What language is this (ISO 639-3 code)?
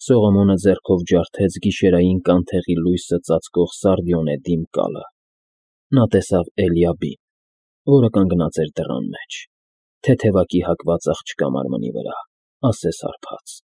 hye